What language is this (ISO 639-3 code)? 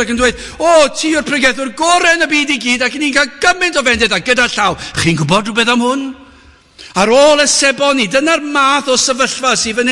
cym